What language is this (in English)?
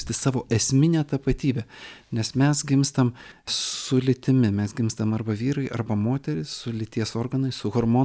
Lithuanian